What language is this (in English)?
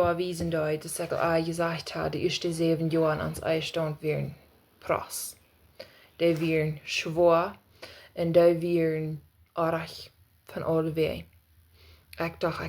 Plautdietsch